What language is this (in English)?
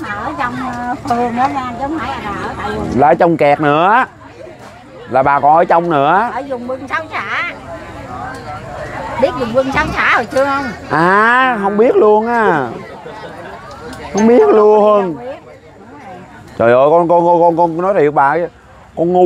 Vietnamese